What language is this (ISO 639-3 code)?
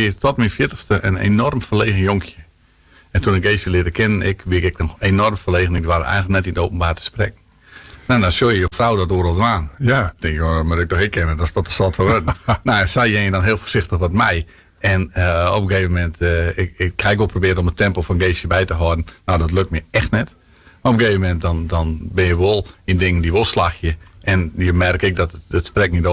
fry